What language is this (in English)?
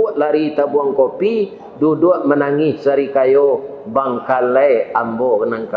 Minangkabau